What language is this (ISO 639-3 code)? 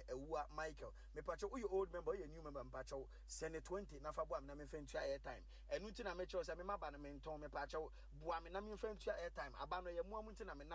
aka